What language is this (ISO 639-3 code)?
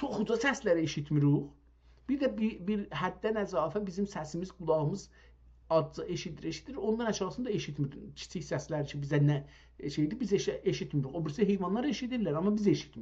azb